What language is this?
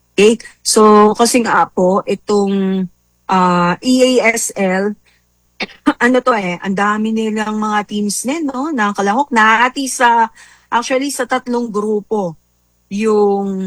Filipino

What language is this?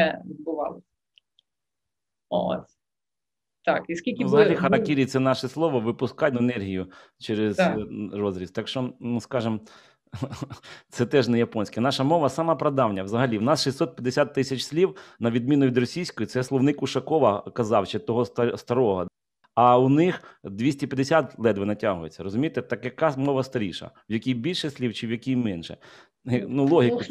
Ukrainian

